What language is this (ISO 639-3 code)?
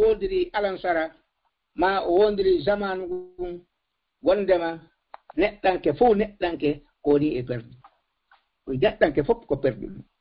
ful